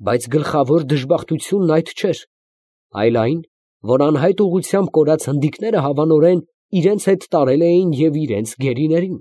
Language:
Armenian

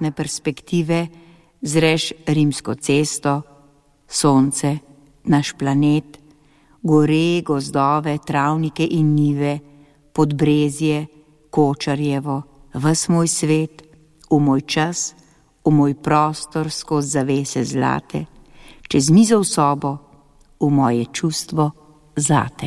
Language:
Slovenian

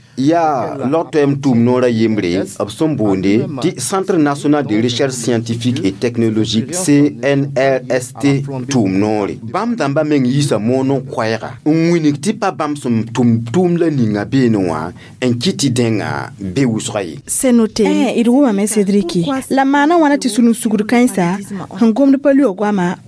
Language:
Mossi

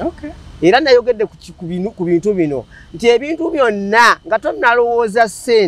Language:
Ganda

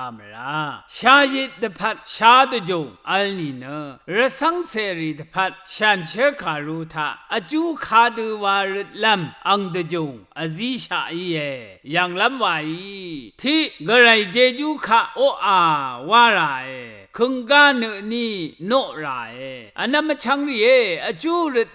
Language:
Rawang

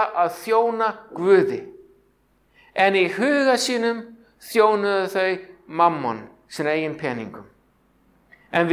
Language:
Icelandic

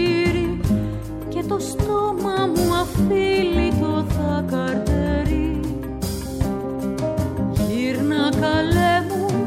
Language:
Greek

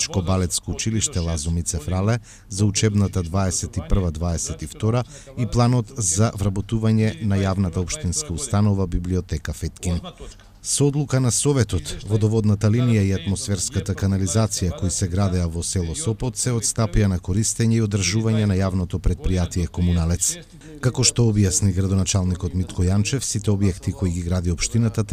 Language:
Macedonian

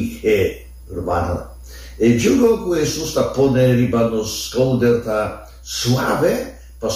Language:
Papiamento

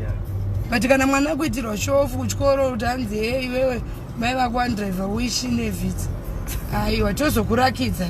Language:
Shona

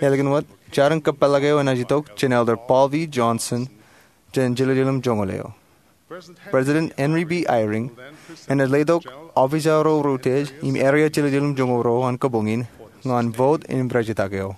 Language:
Marshallese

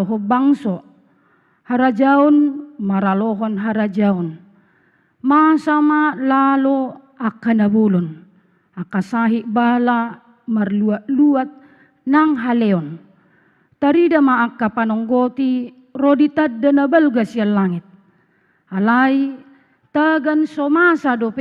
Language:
Batak Toba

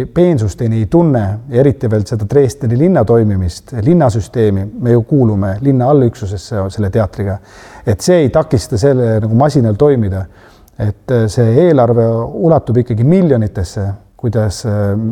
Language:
Estonian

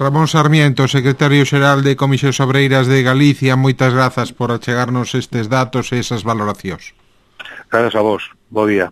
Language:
Galician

